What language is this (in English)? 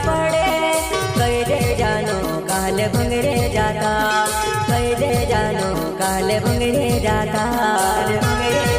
Bhojpuri